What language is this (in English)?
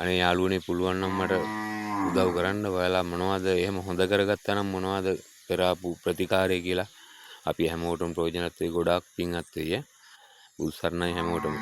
Sinhala